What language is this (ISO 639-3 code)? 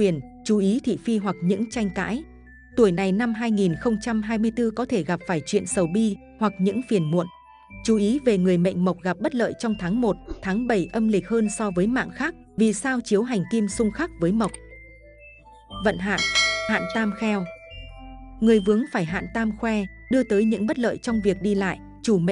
vie